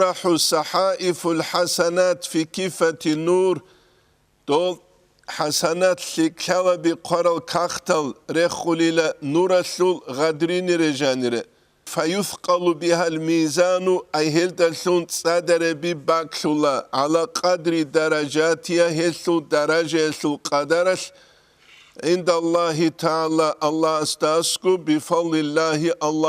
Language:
Avaric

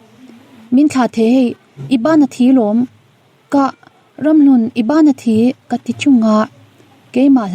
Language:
Mizo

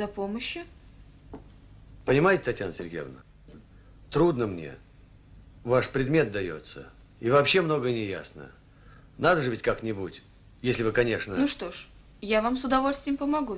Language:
Russian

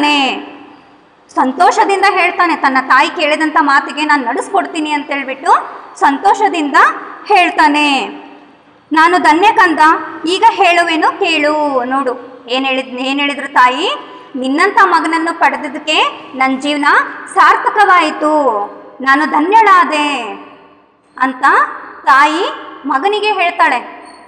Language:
Kannada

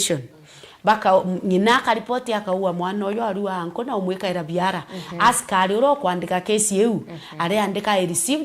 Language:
Meru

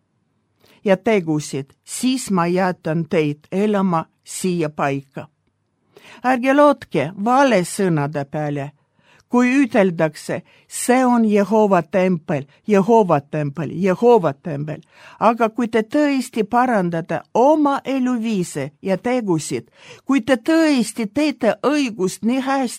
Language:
Estonian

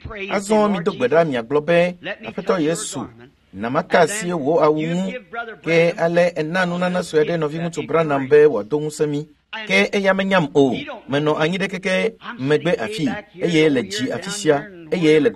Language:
Ewe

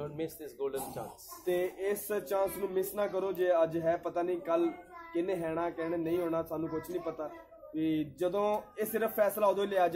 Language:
Punjabi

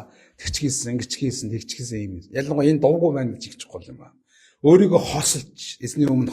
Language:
Mongolian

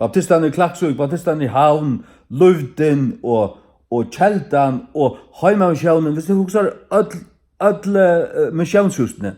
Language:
Faroese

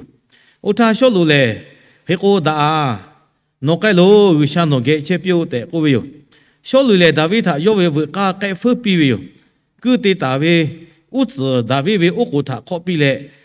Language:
Lahu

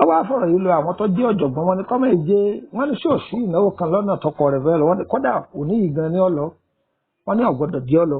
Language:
Yoruba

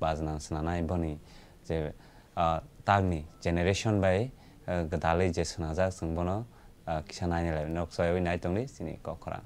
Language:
Kok Borok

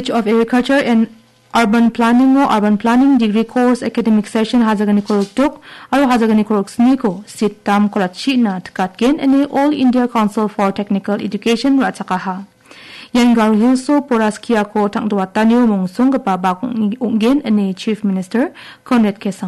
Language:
Garo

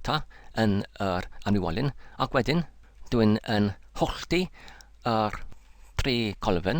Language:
Welsh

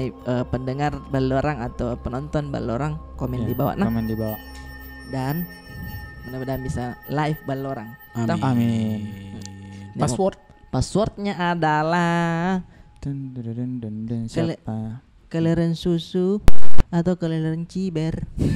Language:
Makassar Malay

